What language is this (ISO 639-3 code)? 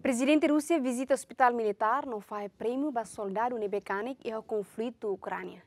tet